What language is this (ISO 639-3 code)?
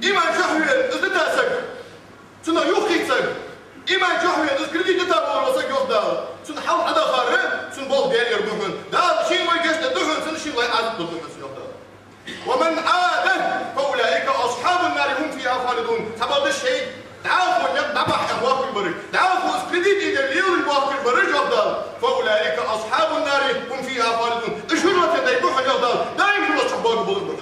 inh